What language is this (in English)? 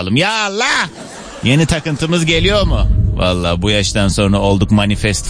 Turkish